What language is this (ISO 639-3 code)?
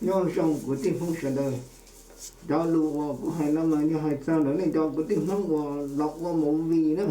hmn